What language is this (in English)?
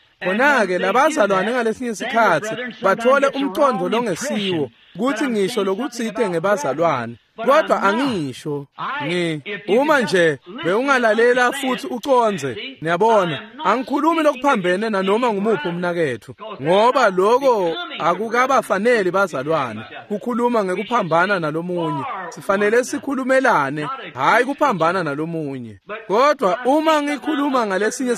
Swati